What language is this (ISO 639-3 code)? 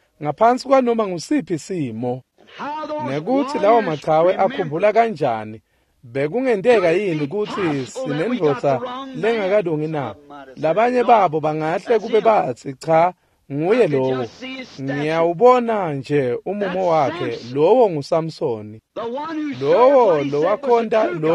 ssw